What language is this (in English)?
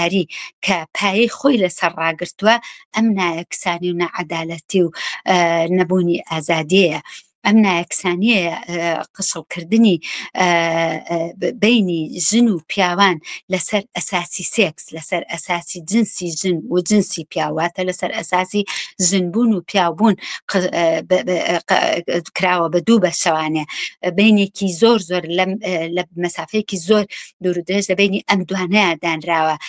Central Kurdish